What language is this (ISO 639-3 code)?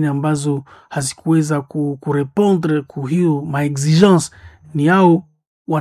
swa